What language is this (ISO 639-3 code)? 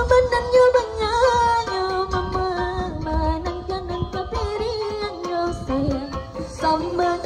min